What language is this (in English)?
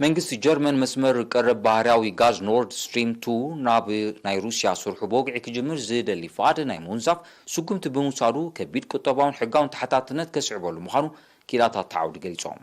Tigrinya